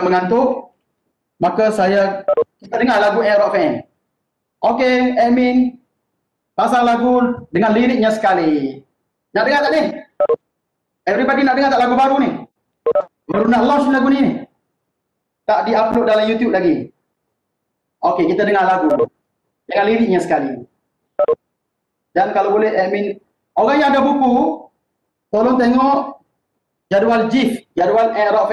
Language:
Malay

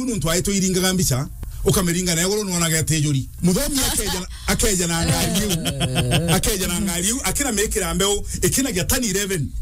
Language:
Meru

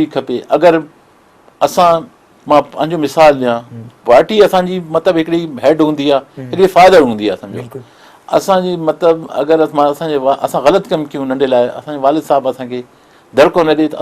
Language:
Sindhi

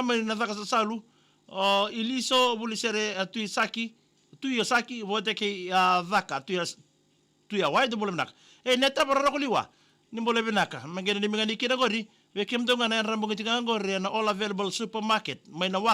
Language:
Fijian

